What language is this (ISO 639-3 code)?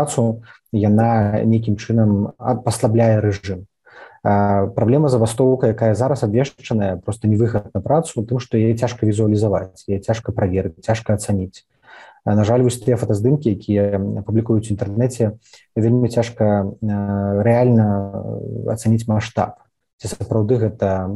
bel